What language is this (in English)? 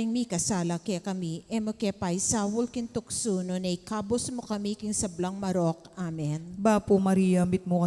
Pampanga